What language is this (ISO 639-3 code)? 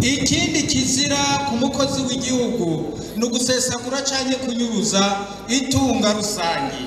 run